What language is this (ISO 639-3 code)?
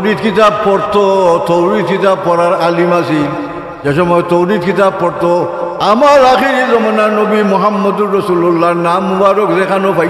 syl